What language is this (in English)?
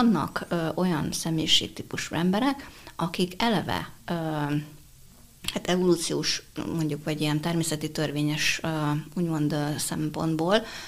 Hungarian